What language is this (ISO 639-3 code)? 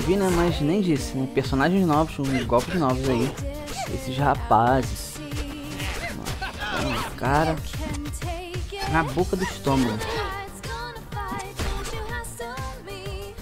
por